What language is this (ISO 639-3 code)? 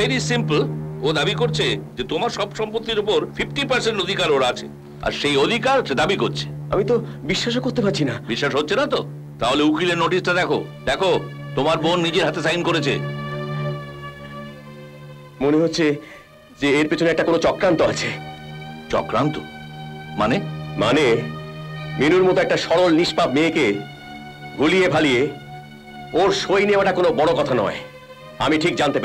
ben